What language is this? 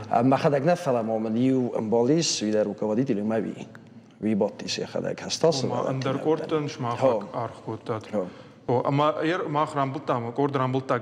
Ossetic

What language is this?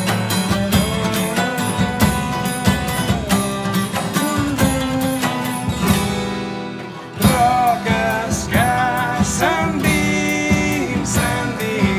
Catalan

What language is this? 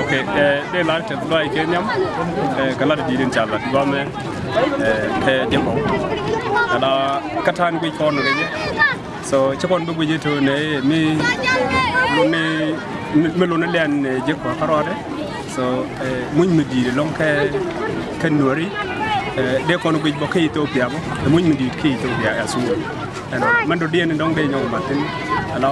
Nuer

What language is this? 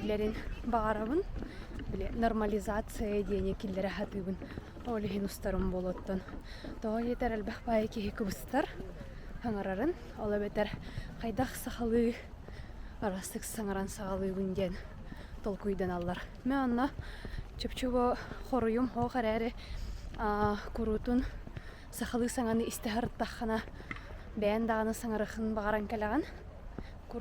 Yakut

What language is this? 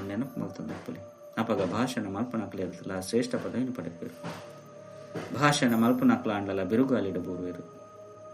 Tulu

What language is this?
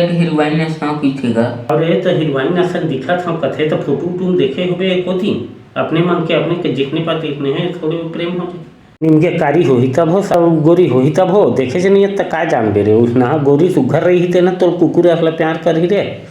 Chhattisgarhi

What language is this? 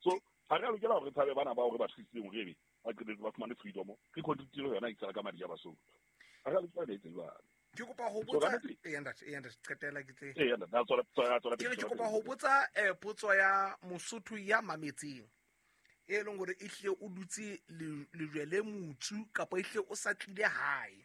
Southern Sotho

